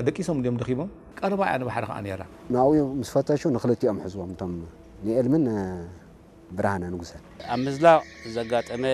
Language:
Tigrinya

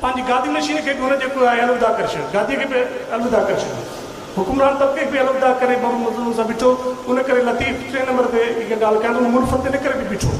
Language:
Sindhi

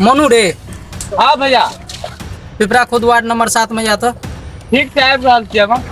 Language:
Maithili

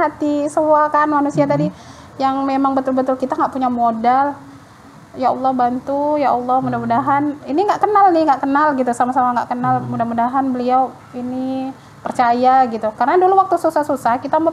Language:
Indonesian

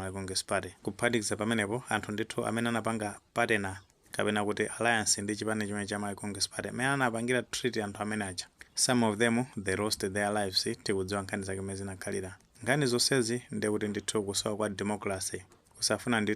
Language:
Nyanja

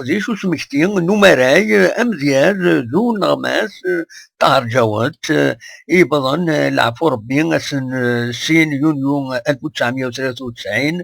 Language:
Kabyle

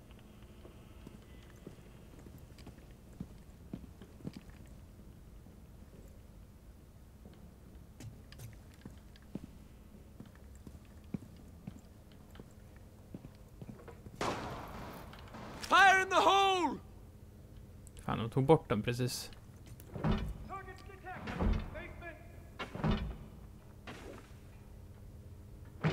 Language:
Swedish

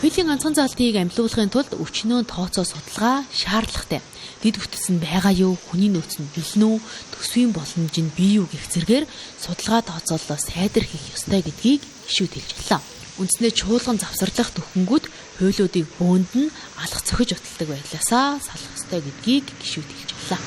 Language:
Mongolian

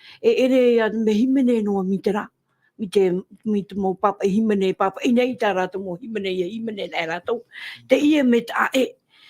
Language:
Tahitian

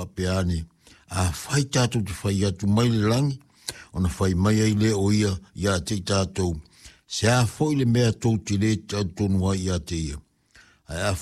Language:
Samoan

